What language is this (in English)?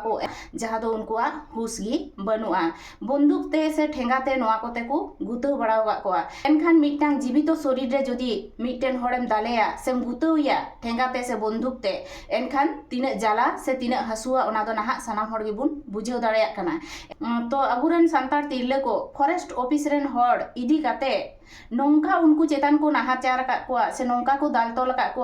Santali